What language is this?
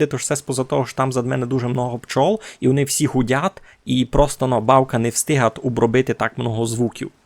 Rusyn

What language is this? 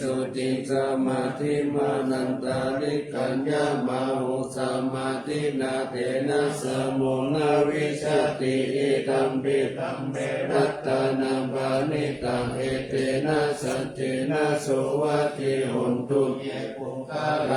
Pali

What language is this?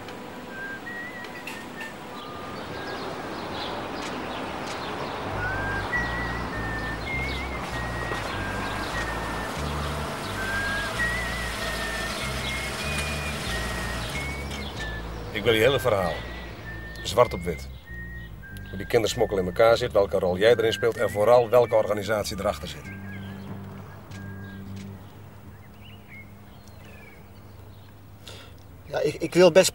Dutch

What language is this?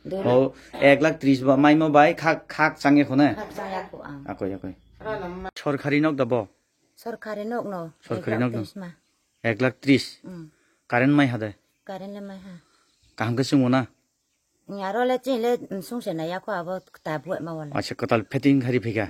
Kok Borok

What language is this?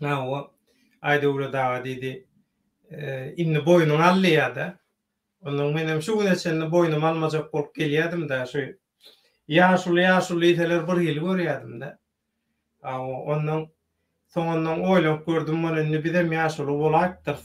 Turkmen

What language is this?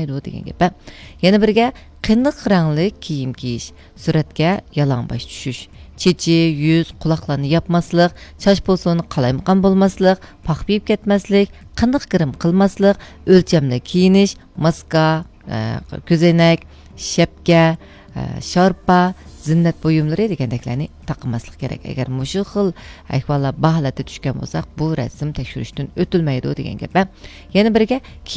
Uyghur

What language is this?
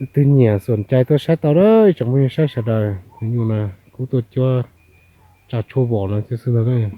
Hmong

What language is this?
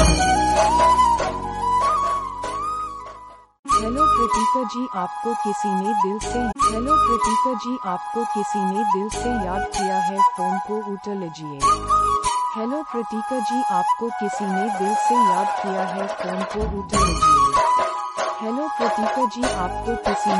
Hindi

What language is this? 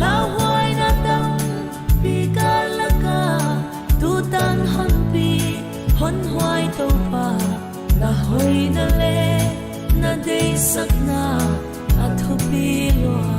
Paite Chin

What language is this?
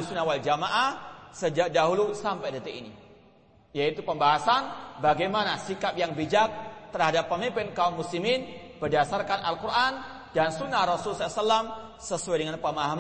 Indonesian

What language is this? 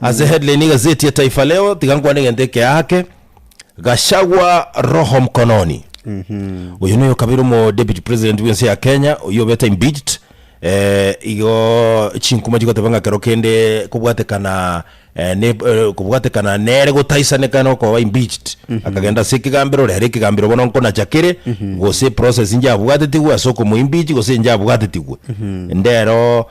Gusii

